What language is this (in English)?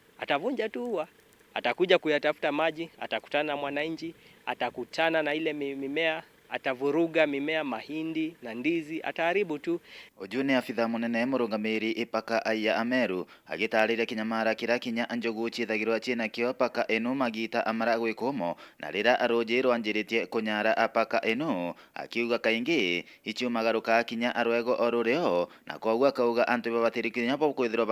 Meru